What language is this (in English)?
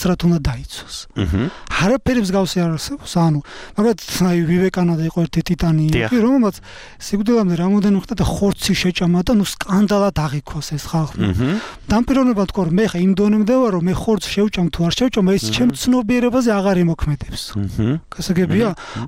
Georgian